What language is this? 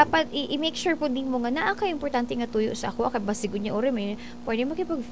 Cebuano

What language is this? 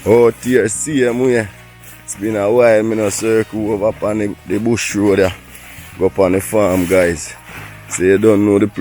Jamaican Creole English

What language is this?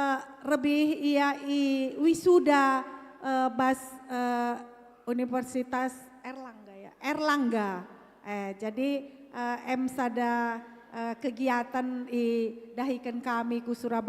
Batak Karo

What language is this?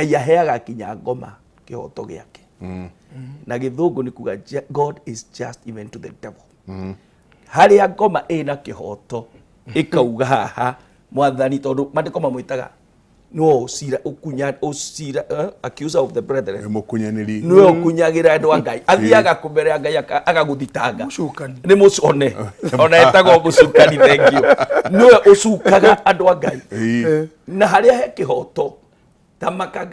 Kikuyu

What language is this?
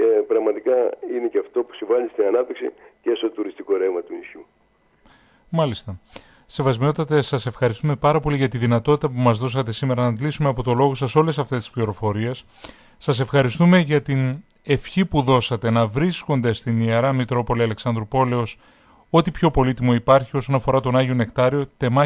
Greek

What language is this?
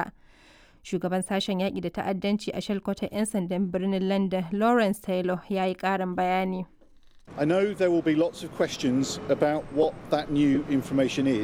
Hausa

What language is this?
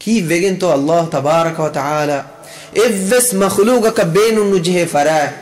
Divehi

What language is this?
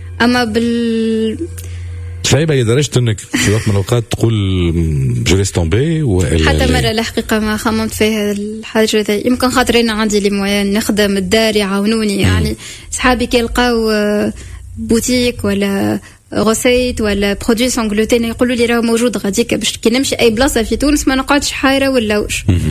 Tunisian Arabic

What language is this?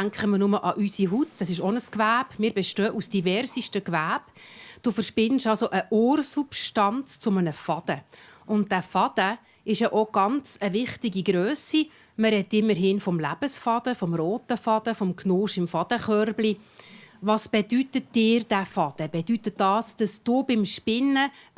Swiss German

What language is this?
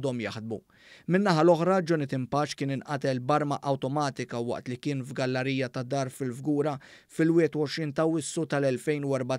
Maltese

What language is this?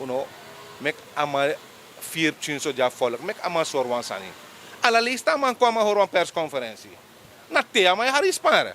Sranan Tongo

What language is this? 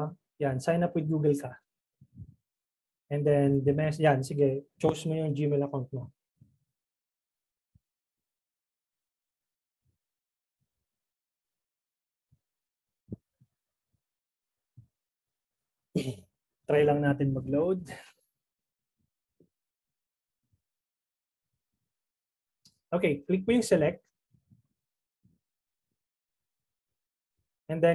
Filipino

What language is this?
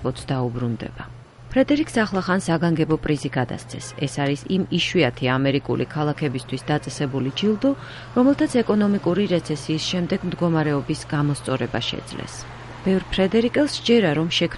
Georgian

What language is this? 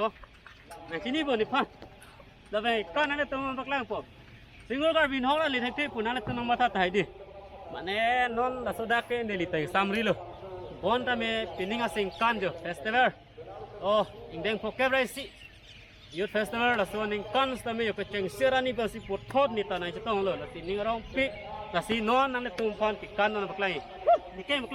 Karbi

